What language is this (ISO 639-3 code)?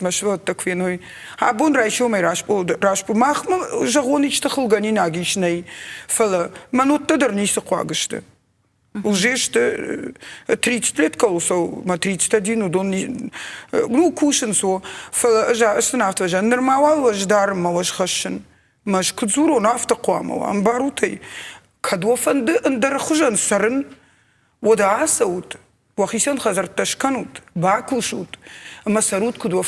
oss